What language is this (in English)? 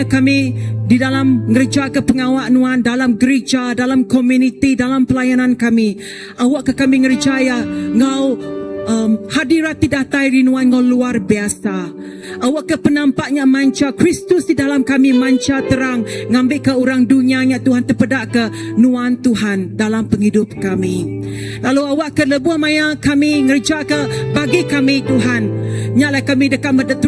Iban